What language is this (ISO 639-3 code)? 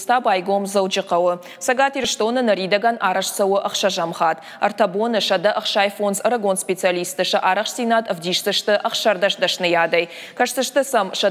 oss